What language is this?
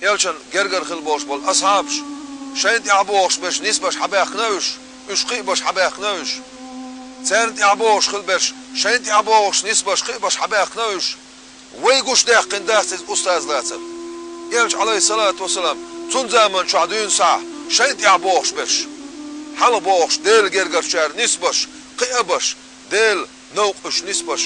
Chechen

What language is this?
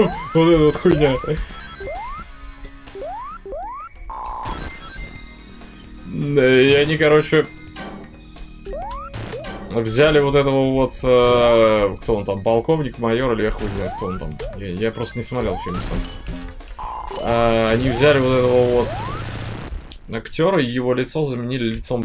Russian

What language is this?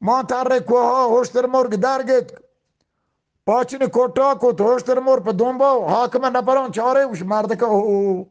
Eastern Balochi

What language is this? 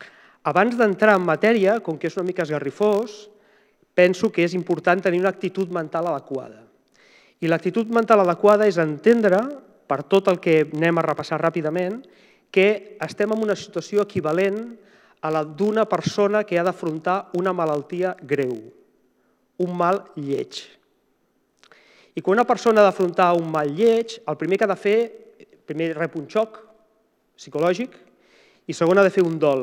Catalan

